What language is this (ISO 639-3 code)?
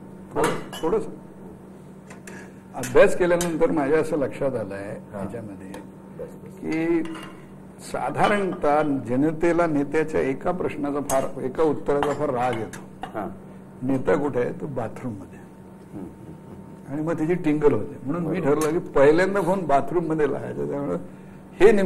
mar